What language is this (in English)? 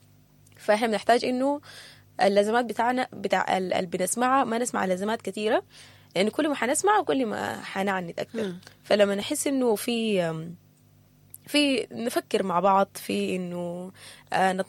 Sudanese Arabic